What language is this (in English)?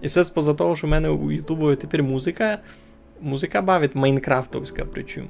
Rusyn